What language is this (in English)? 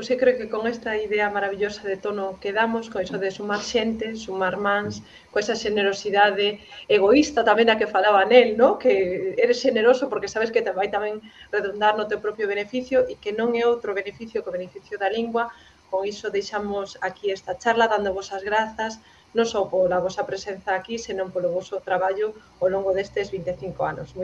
Galician